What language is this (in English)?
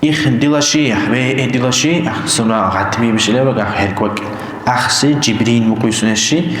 Dargwa